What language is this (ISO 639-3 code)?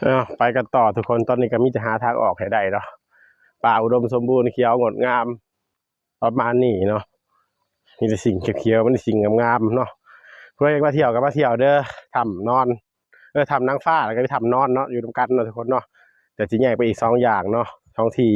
tts